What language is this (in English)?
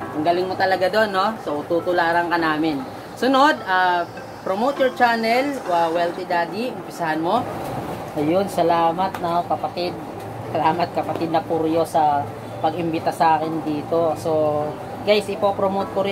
Filipino